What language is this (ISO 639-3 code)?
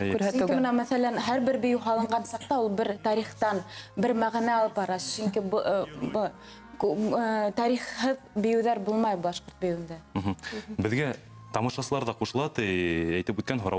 bak